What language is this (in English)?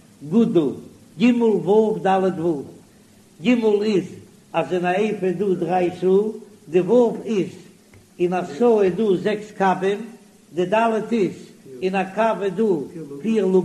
Yiddish